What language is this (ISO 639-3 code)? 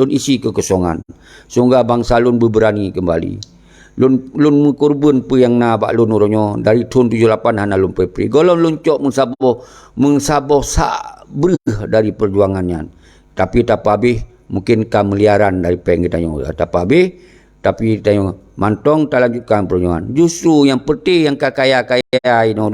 ace